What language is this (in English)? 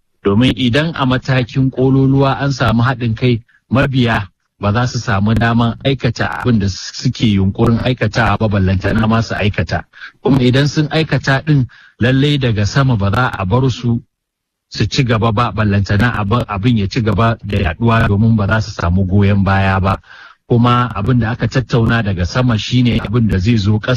Hausa